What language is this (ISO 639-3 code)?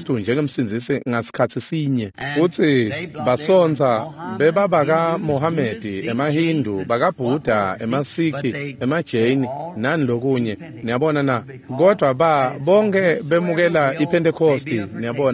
ssw